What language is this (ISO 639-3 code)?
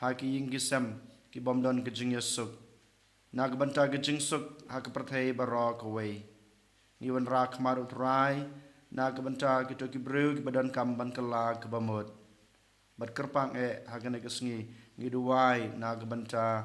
kha